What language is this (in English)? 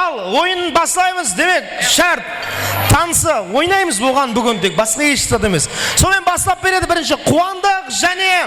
Kara-Kalpak